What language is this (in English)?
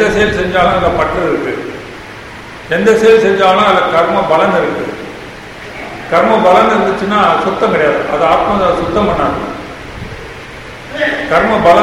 Tamil